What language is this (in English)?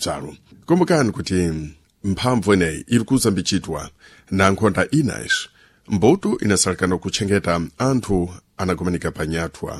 Sena